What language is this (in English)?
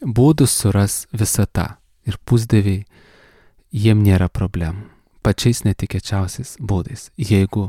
Lithuanian